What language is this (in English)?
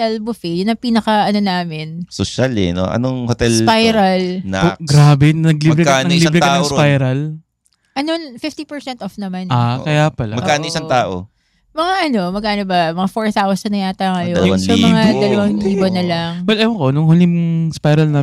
Filipino